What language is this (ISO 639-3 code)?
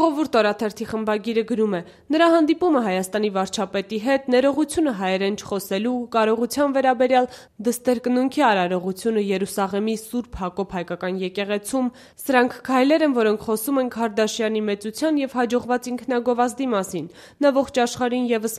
hye